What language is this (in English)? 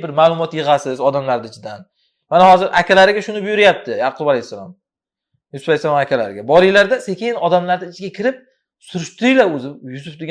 Uzbek